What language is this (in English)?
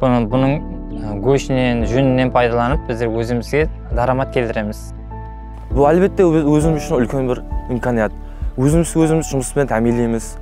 Kara-Kalpak